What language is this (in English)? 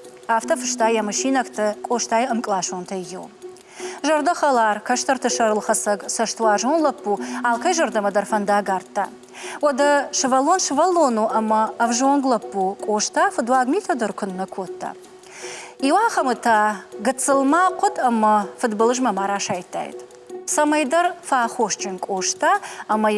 Ossetic